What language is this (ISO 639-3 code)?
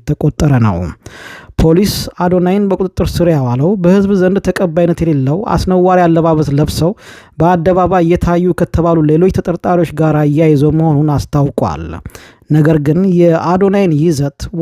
amh